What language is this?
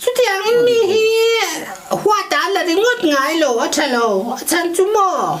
Mizo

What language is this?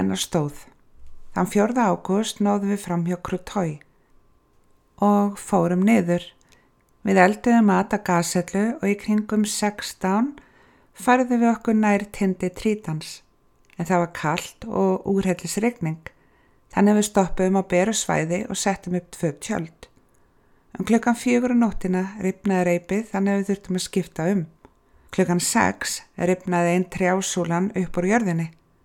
Icelandic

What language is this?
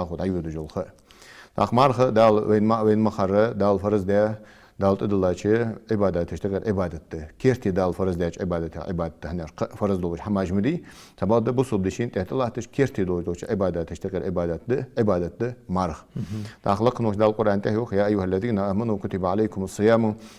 Ingush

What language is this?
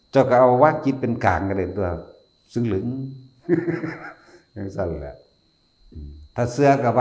Northeastern Thai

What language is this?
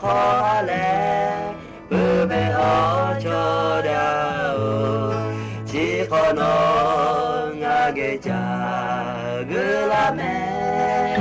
Lahu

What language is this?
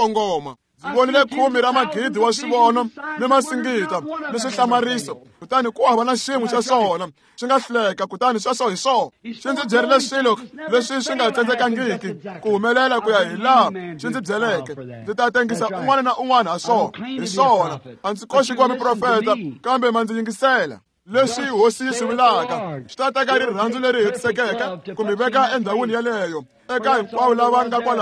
Tsonga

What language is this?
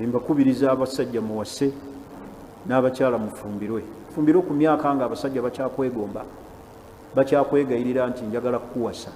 Ganda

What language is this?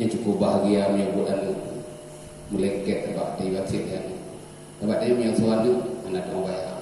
Achinese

